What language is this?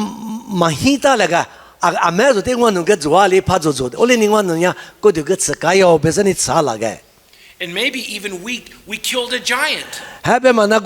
Lisu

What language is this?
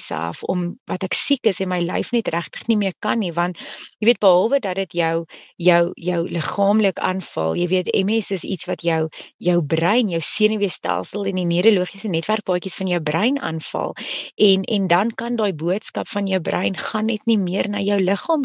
Afrikaans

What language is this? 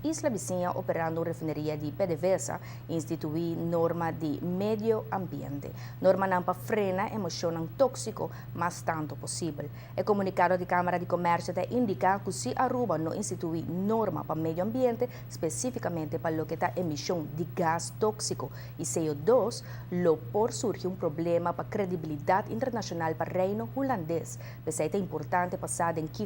Papiamento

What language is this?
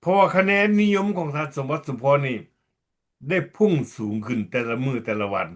Lao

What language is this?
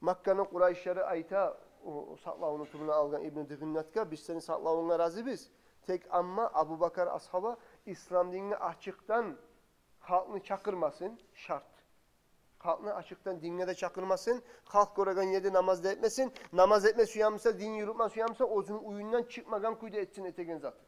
Kumyk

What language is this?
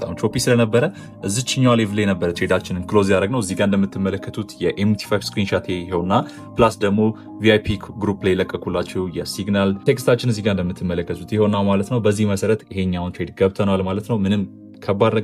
Amharic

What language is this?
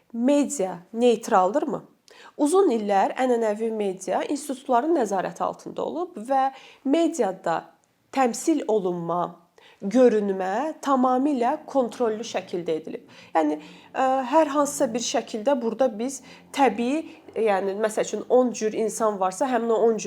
Azerbaijani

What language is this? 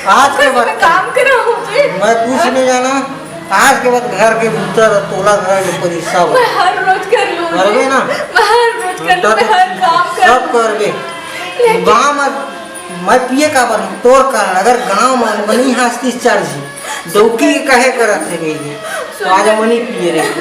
Chhattisgarhi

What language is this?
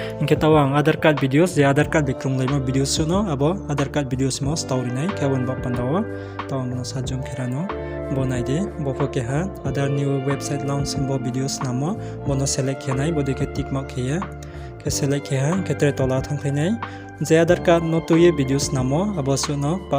Riang (India)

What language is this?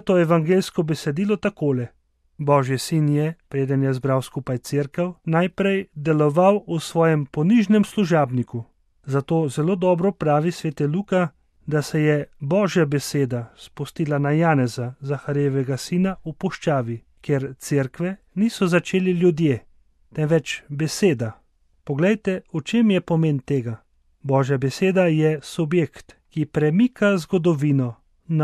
Slovenian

